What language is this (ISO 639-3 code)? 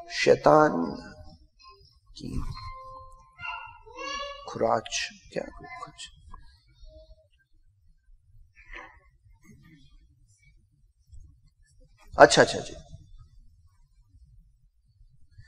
urd